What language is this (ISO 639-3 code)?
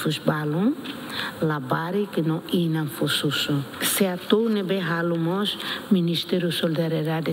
tet